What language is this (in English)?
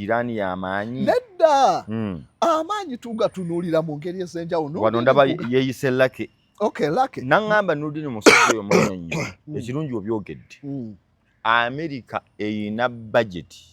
Ganda